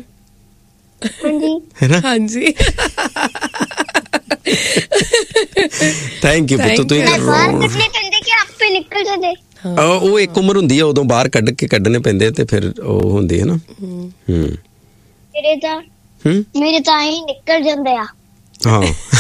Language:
Punjabi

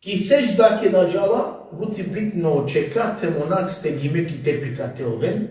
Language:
Balkan Romani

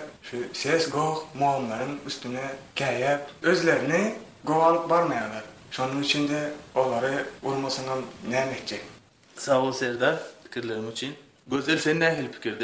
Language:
Turkmen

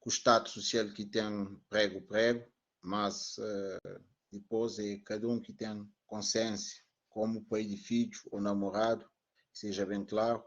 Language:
Kabuverdianu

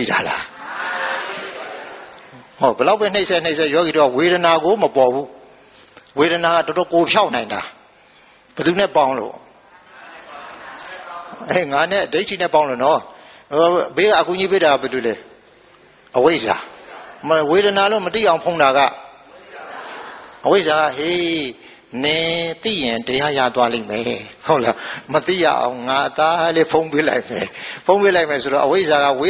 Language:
Burmese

